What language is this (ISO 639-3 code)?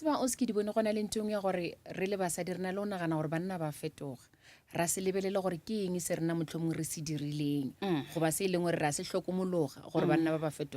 nso